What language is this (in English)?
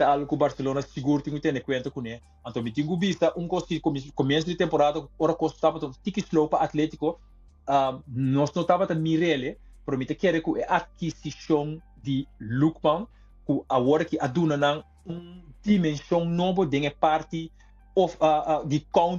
Papiamento